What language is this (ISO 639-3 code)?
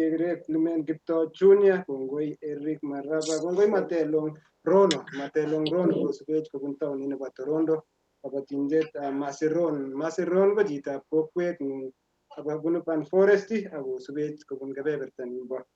kln